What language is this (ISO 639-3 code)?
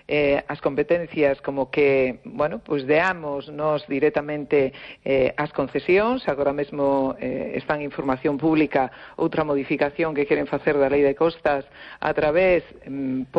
glg